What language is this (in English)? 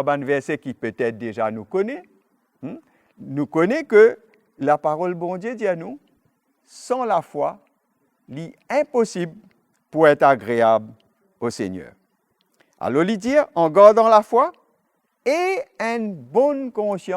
Morisyen